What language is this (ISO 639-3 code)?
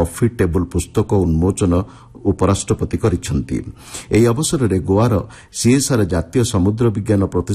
ori